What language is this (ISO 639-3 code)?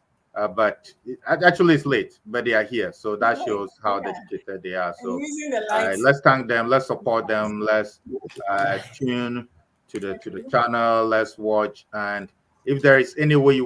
ewe